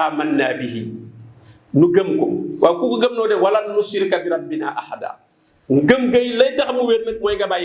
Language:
Wolof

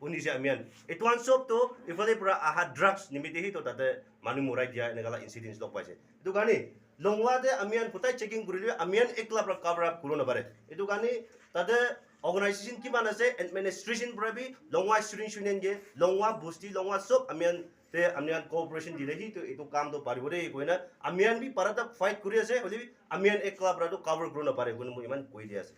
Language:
Naga Pidgin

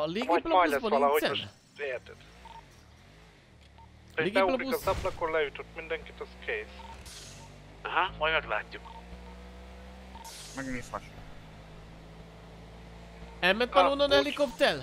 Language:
Hungarian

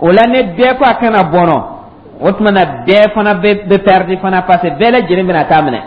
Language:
Dyula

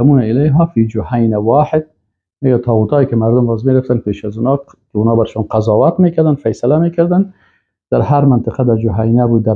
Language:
Persian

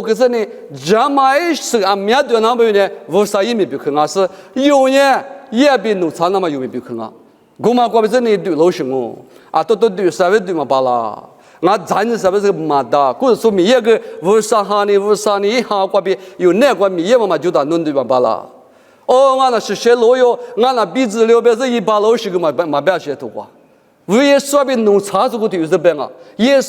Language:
Lisu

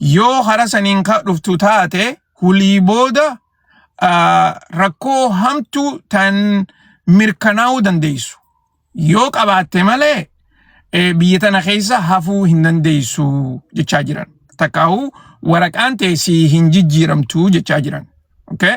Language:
Oromo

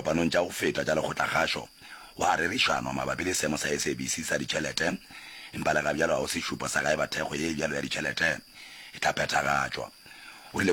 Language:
Northern Sotho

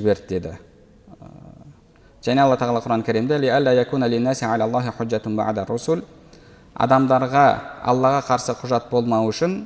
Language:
Kazakh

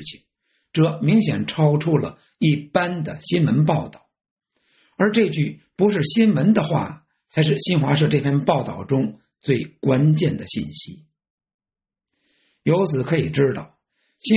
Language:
Chinese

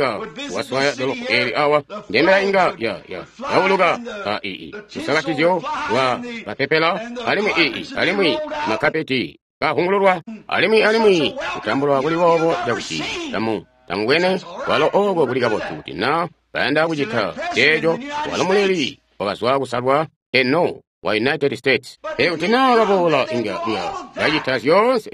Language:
Tonga (Zambia)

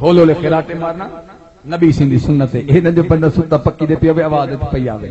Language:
Saraiki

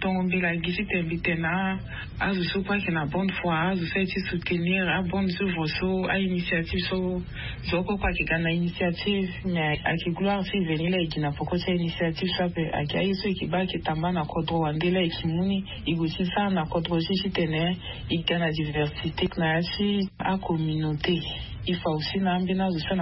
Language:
Sango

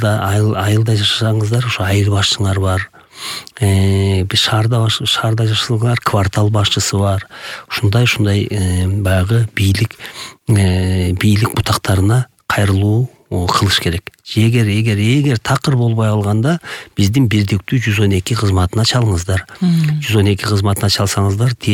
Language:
Kyrgyz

